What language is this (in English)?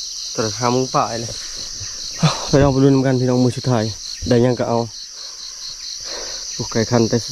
Lao